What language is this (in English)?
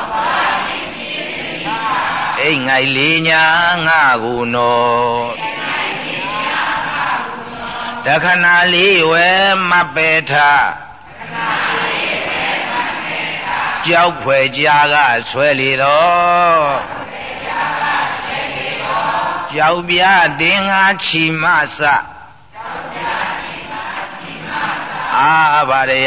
Burmese